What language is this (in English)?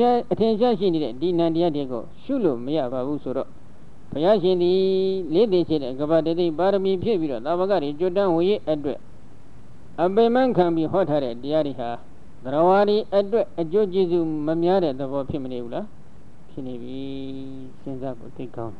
Burmese